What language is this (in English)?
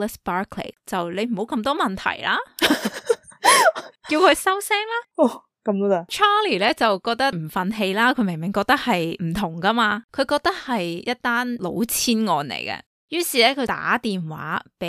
Cantonese